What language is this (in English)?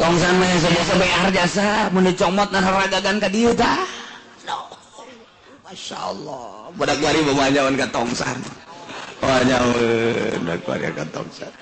Sundanese